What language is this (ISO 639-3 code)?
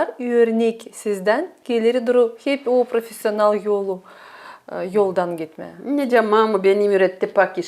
gag